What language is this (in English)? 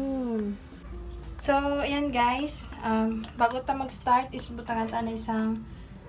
Hiligaynon